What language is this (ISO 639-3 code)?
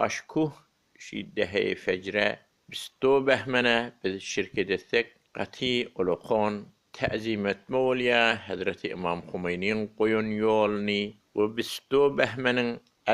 tuk